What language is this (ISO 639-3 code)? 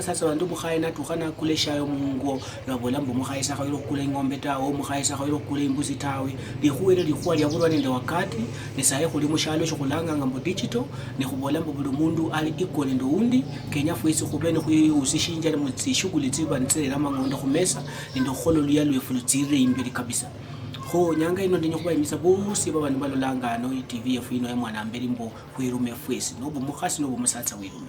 luy